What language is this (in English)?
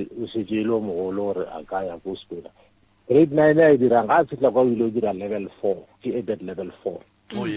Northern Sotho